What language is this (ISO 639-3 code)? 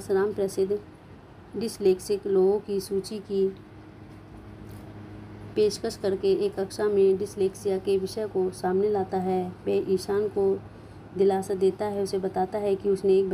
hin